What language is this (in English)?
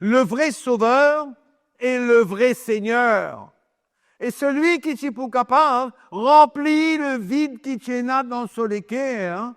Morisyen